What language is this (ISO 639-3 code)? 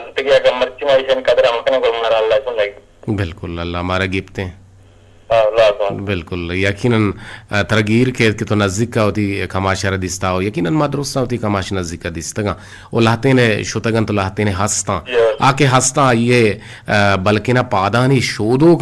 bgp